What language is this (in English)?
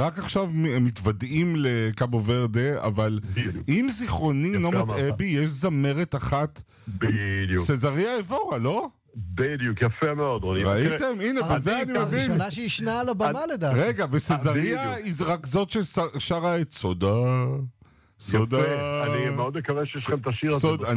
Hebrew